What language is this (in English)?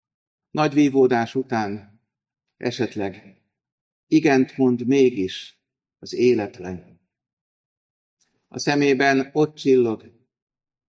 Hungarian